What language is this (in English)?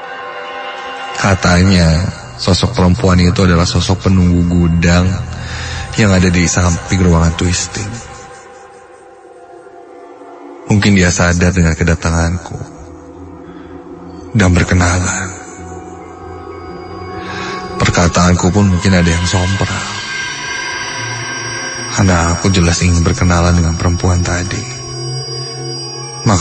Indonesian